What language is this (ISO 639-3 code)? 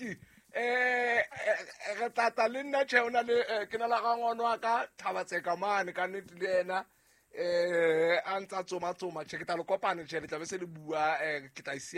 sot